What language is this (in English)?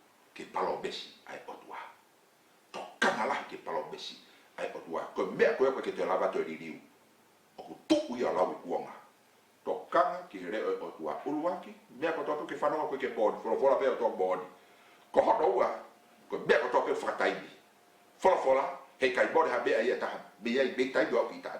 Tongan